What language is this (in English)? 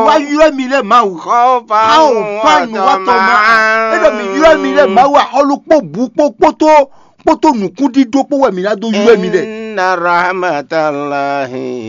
Fon